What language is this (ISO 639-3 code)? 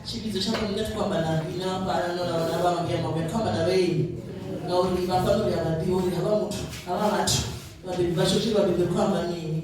ven